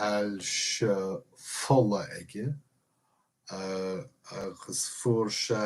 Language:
Irish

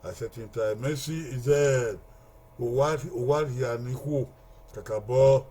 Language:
Bini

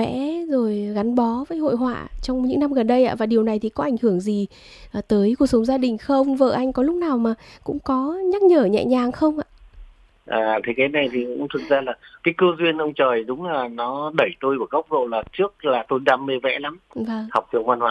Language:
Vietnamese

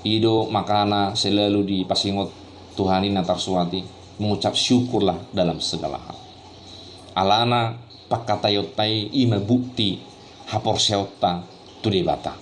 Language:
Batak Toba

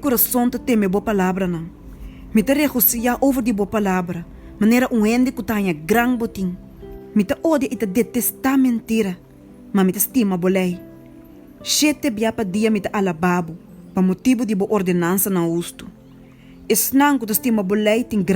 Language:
Papiamento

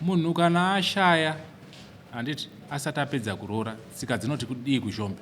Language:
Shona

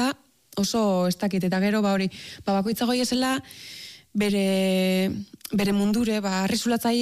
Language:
Basque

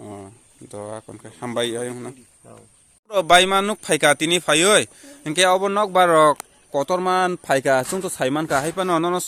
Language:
Kok Borok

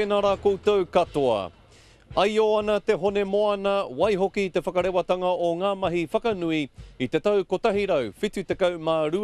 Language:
Māori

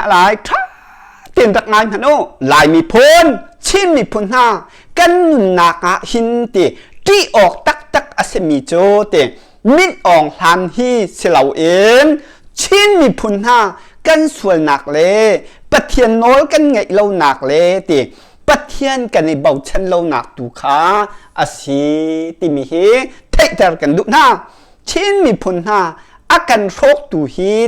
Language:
Hakha Chin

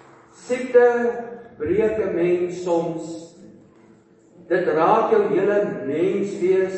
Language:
Afrikaans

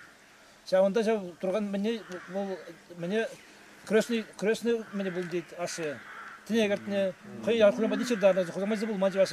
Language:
Chuvash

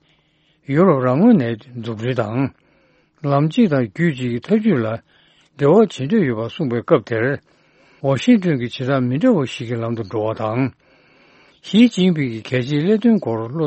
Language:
Tibetan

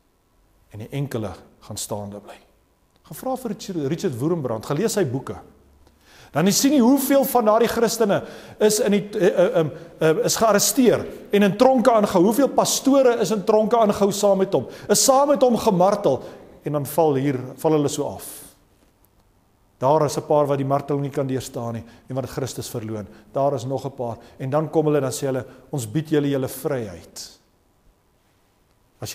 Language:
Afrikaans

